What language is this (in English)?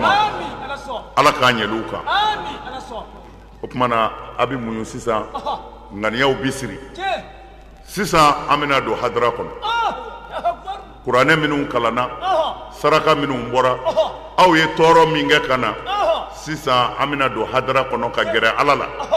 Bambara